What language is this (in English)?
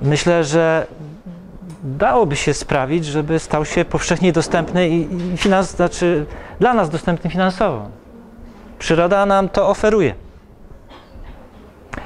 Polish